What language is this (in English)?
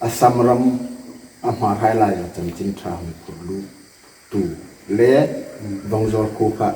Hmar